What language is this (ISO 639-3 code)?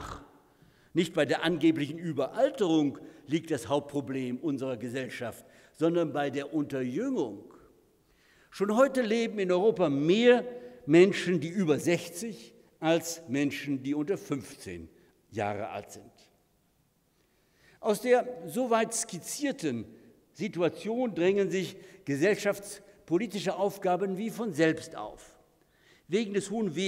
deu